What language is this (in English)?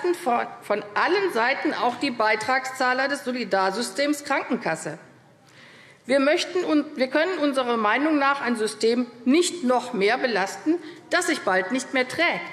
German